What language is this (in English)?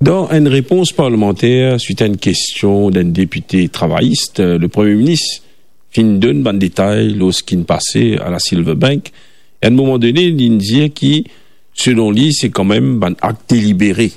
Morisyen